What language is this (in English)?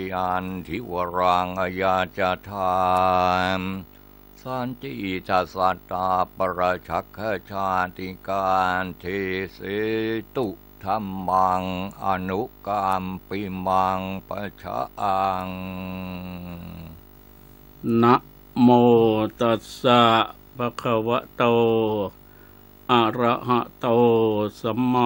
Thai